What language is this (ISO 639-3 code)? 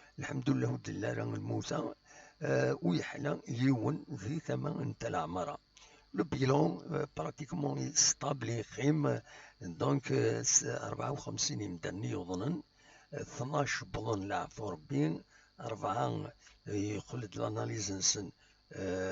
kab